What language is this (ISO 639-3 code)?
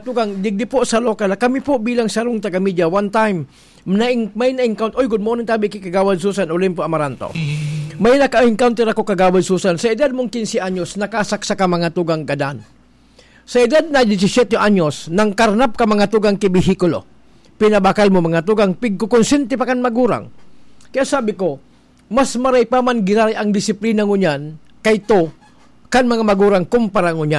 bik